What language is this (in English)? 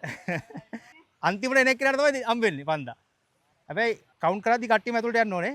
Sinhala